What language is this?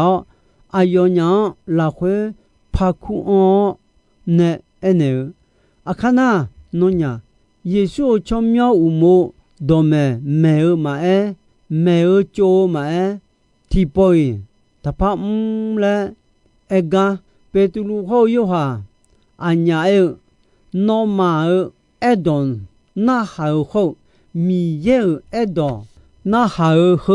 Akha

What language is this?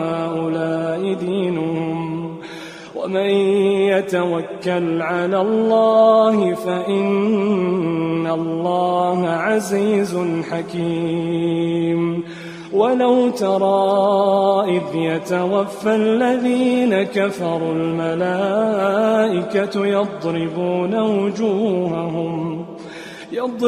Arabic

